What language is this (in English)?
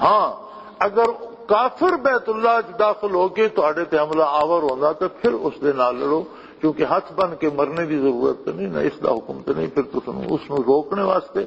Western Panjabi